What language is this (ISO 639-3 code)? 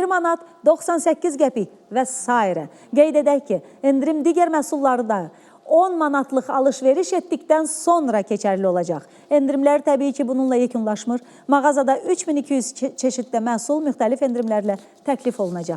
aze